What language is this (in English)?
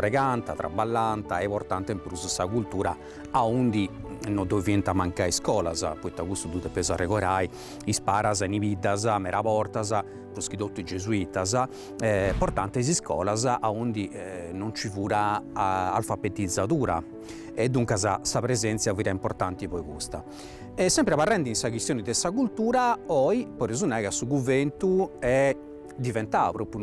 Sardinian